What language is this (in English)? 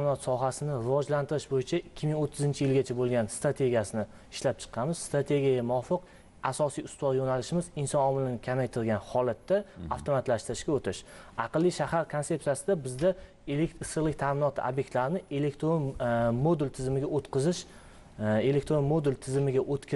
Uzbek